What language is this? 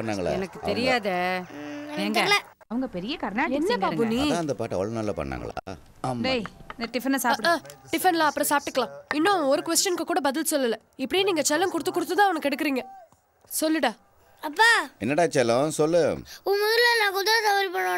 Tamil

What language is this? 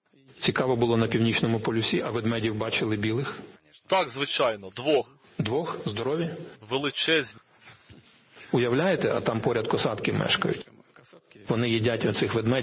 Ukrainian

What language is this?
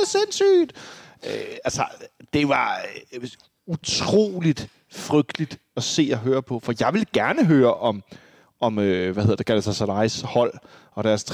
Danish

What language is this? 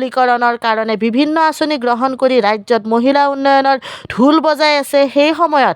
Assamese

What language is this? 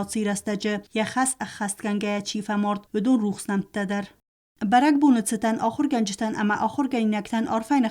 Ossetic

